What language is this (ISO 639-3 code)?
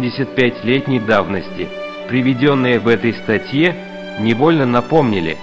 rus